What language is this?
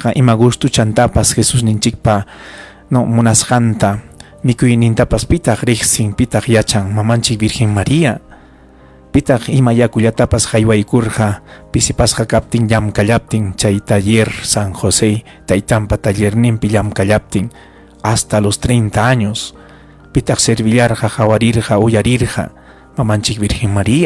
Ayacucho Quechua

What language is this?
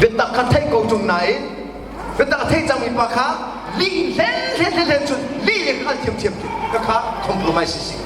Hakha Chin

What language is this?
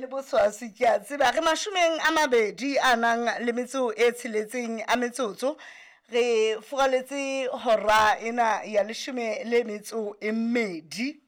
Southern Sotho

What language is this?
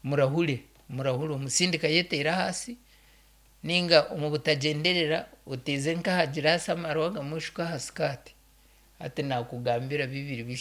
Nyankole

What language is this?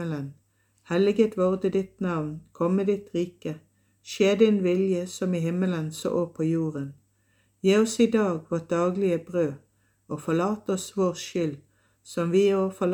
Norwegian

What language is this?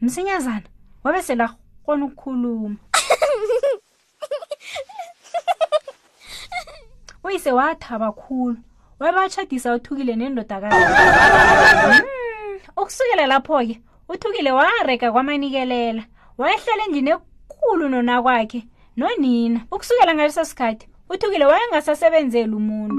South Ndebele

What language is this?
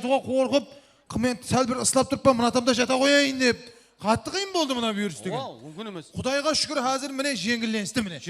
Kara-Kalpak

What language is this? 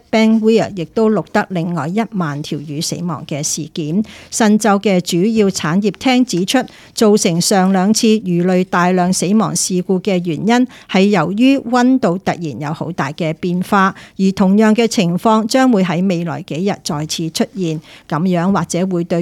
Cantonese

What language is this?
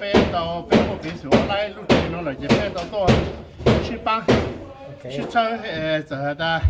Hmong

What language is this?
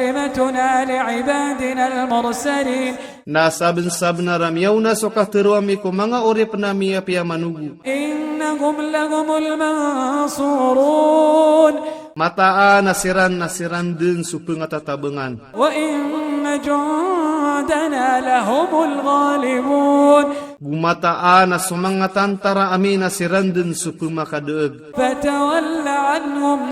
Maranao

